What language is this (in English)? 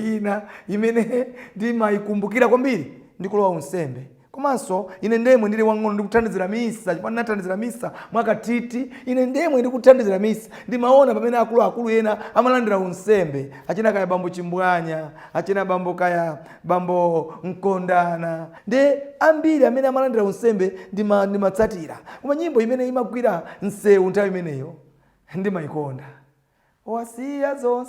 Nyanja